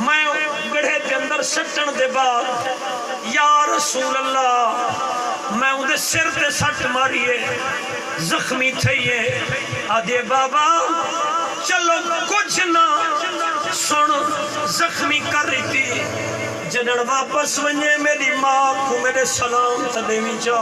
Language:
Saraiki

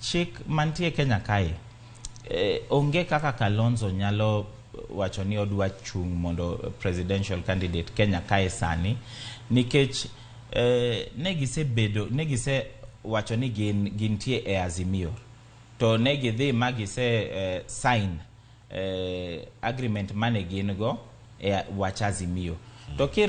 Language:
Luo (Kenya and Tanzania)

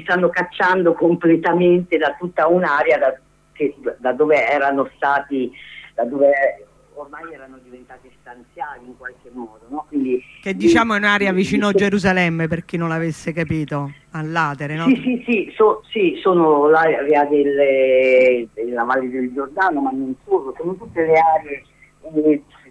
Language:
Italian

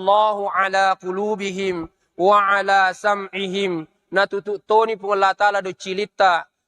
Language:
Buginese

